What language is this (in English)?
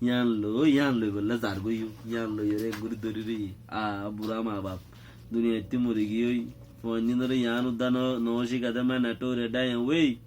Rohingya